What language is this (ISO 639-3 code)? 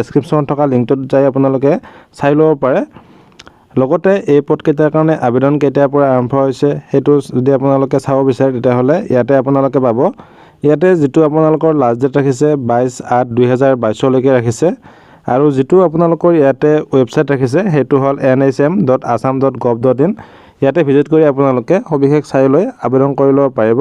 asm